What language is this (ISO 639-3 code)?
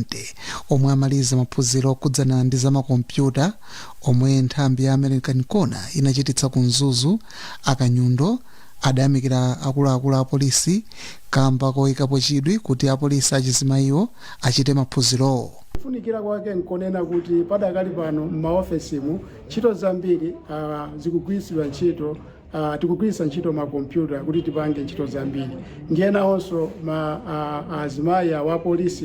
nya